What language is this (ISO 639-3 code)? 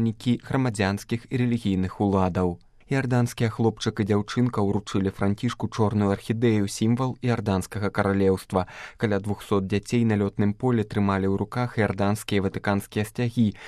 bel